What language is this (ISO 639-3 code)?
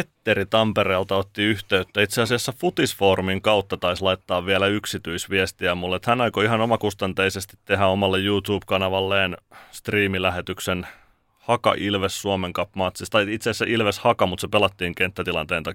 fin